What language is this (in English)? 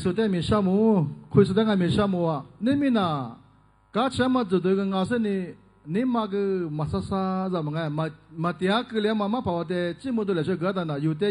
Lisu